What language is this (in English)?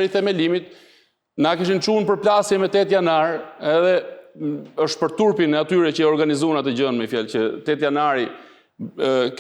Albanian